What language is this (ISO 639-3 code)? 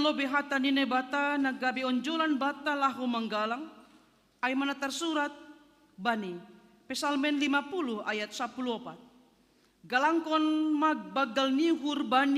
bts